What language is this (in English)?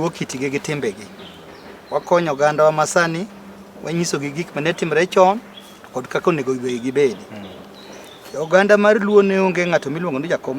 Luo (Kenya and Tanzania)